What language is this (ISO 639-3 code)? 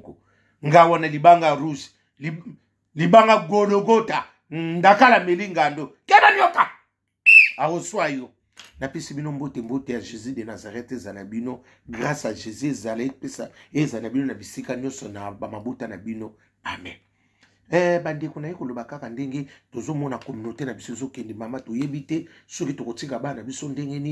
lin